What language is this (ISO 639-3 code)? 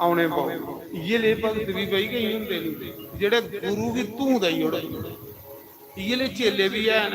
doi